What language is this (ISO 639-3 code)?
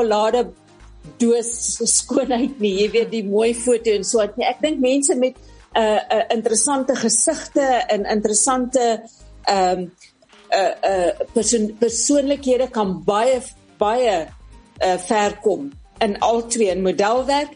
afr